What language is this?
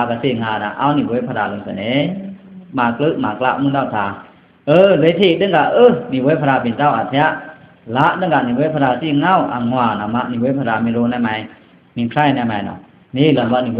Pa'o Karen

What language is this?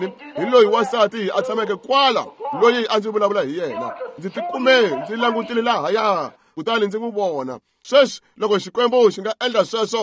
Tsonga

